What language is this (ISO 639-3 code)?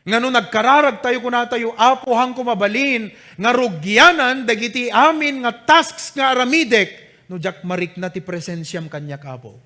ilo